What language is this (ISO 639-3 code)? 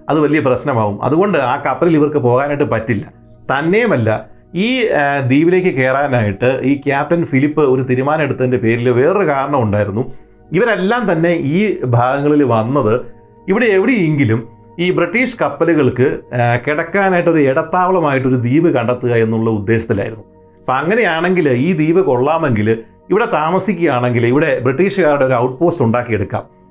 mal